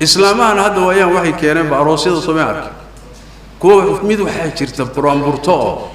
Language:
Somali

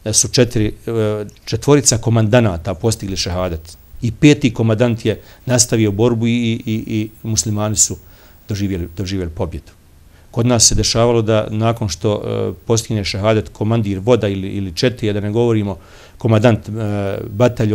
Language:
Bosnian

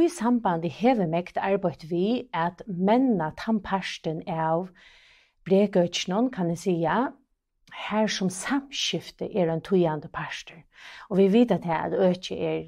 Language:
Faroese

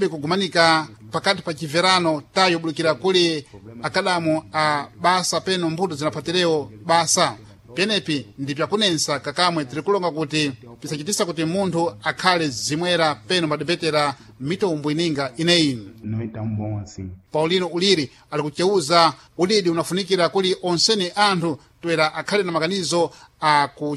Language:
Sena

